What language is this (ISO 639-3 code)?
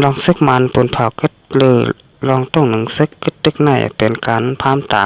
shn